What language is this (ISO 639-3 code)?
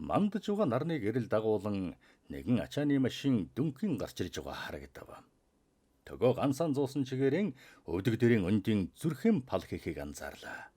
mon